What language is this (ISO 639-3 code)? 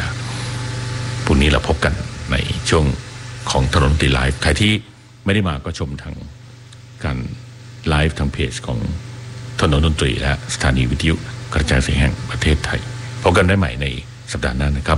tha